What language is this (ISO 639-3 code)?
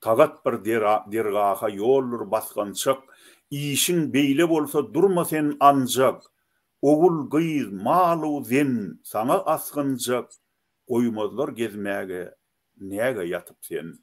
tuk